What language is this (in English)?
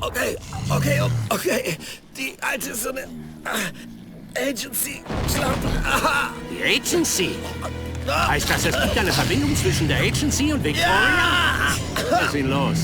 Bavarian